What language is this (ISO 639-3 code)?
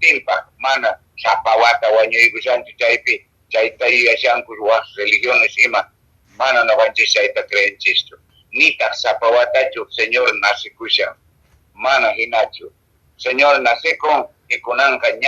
que